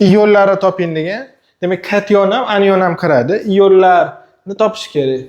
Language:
Uzbek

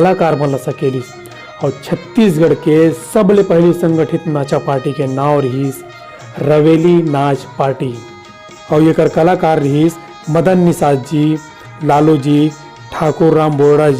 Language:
Chhattisgarhi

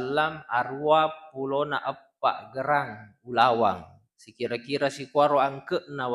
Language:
Buginese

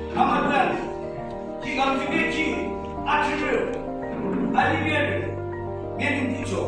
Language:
Yimchungru Naga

